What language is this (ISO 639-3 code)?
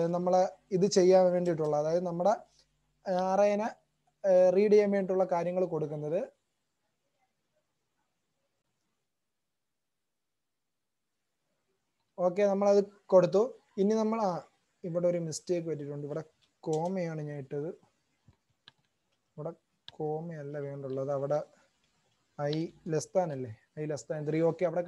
mal